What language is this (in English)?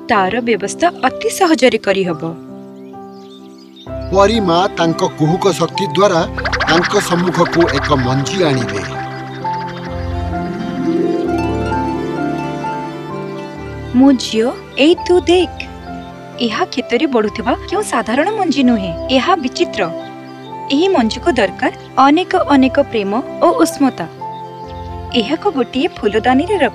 Odia